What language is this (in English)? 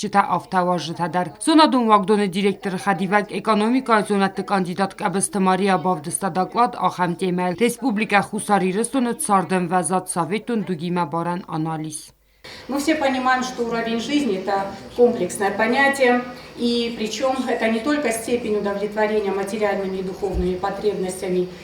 Ossetic